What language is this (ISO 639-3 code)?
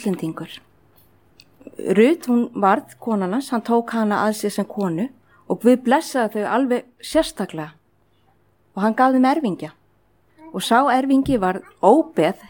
isl